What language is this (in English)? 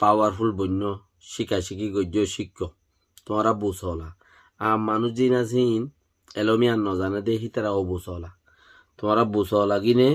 Rohingya